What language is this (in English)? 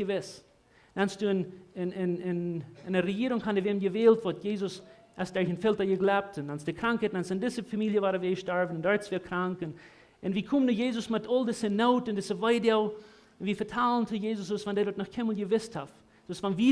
Plautdietsch